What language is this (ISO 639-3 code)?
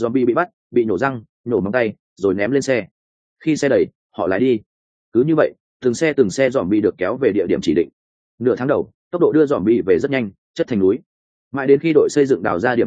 vie